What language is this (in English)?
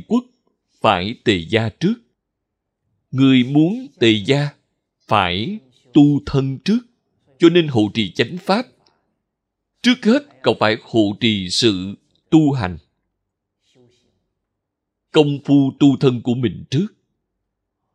Vietnamese